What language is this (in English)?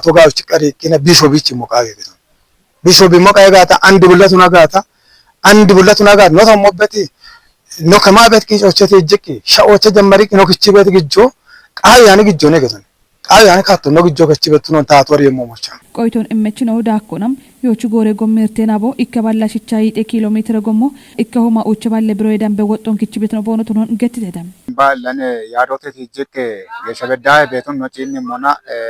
Kafa